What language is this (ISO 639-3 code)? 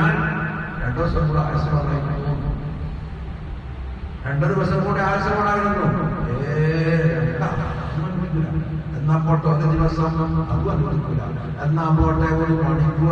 mal